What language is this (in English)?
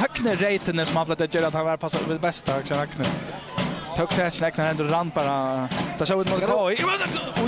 Faroese